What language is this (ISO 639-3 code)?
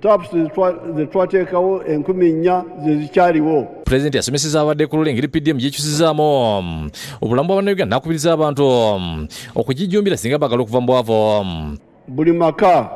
lug